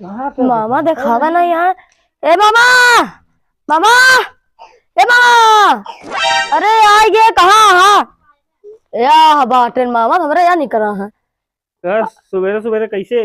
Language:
Awadhi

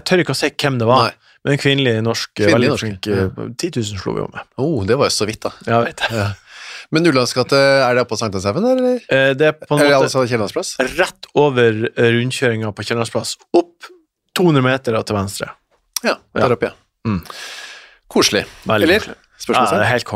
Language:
Norwegian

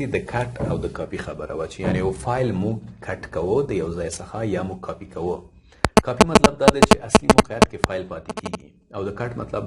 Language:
Pashto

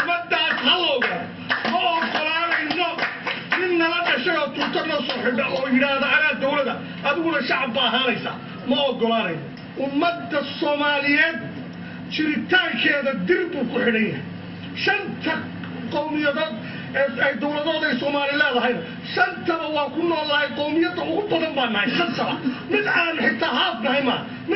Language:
Somali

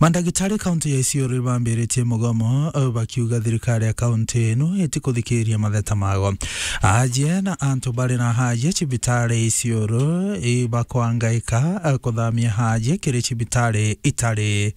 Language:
Meru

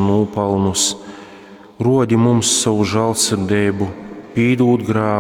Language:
Latgalian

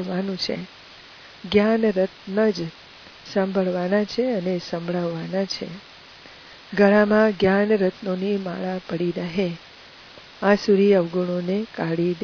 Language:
Gujarati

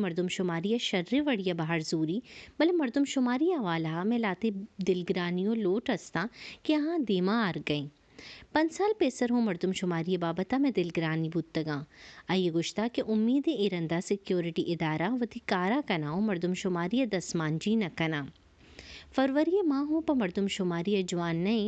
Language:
Baluchi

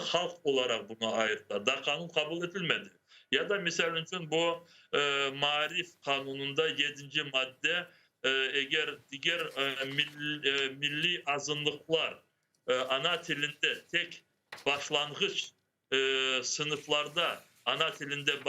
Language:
Crimean Tatar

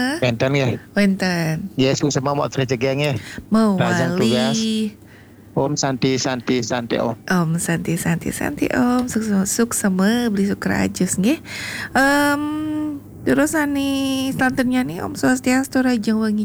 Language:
Balinese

